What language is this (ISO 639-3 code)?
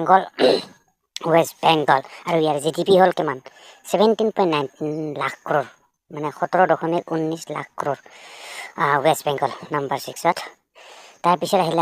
asm